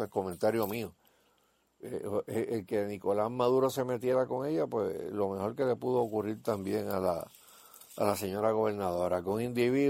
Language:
Spanish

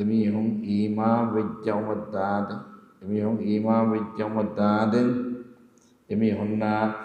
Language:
Divehi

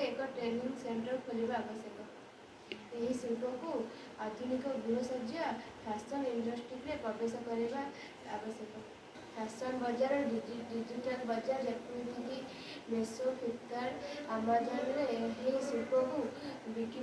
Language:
Odia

